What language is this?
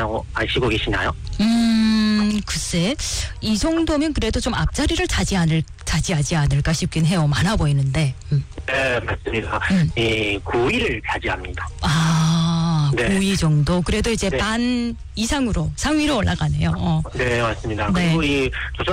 Korean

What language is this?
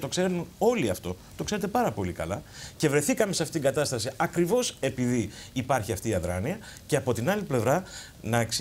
Greek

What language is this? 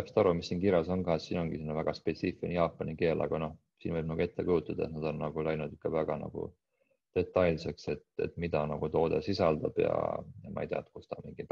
Estonian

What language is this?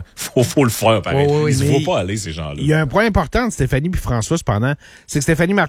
French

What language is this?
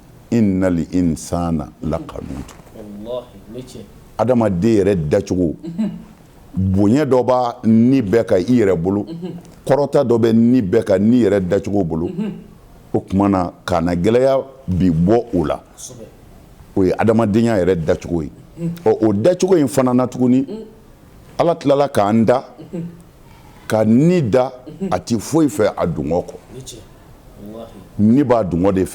Bambara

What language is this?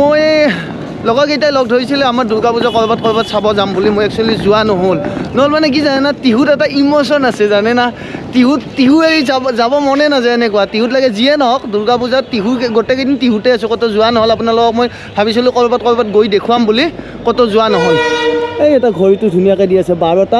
Assamese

